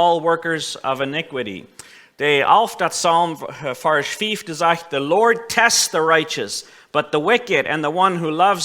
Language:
Plautdietsch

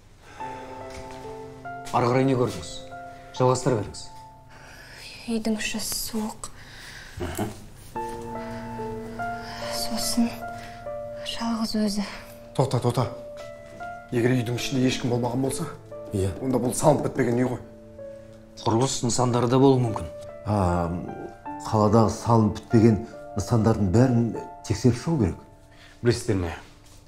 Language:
Kazakh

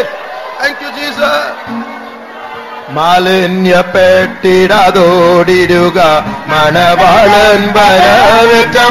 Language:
Tamil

